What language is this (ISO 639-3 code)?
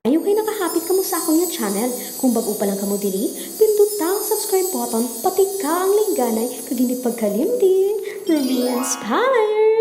hil